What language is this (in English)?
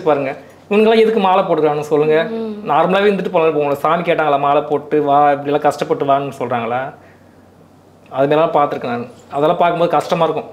Tamil